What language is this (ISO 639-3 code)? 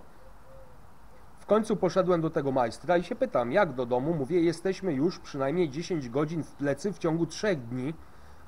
pol